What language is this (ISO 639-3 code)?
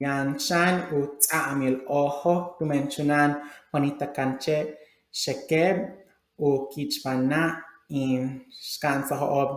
yua